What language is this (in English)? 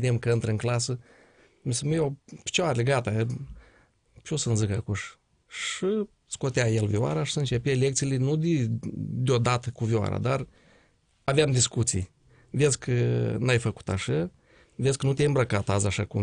Romanian